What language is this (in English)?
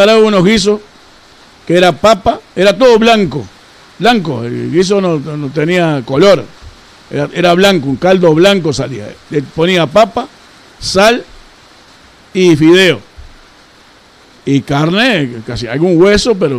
Spanish